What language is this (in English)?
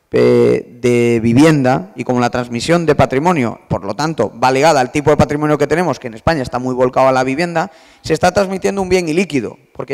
Spanish